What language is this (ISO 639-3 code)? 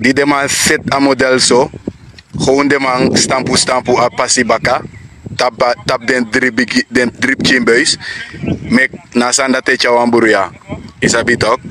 srn